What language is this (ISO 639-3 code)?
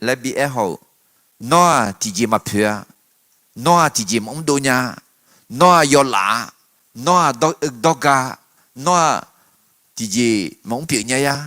ahk